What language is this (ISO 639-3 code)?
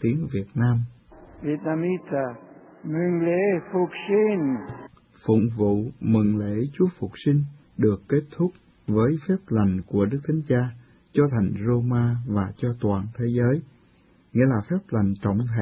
vie